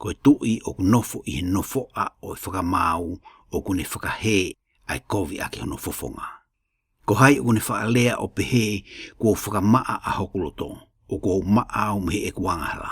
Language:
Tongan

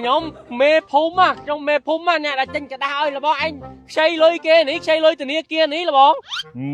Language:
Khmer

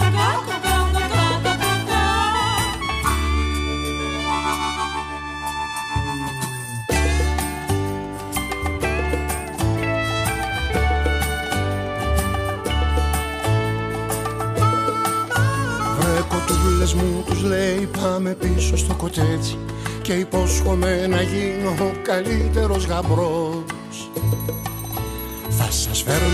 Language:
Greek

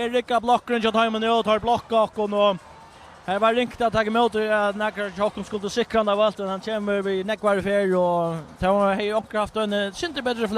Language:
Faroese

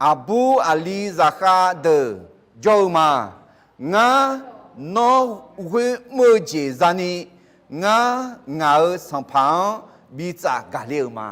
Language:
Akha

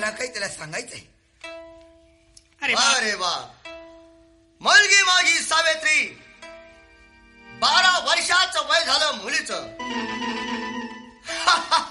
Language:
Marathi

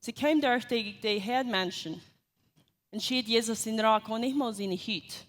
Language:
Plautdietsch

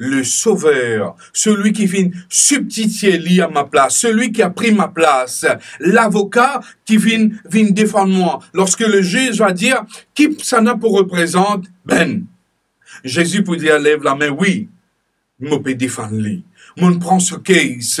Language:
Morisyen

